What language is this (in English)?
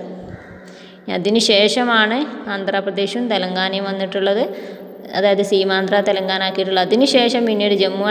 Malayalam